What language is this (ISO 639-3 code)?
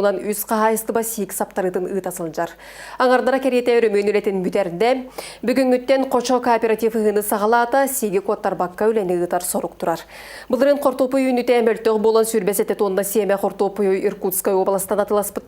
sah